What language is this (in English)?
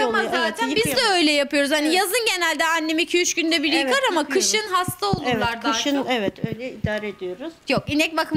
Turkish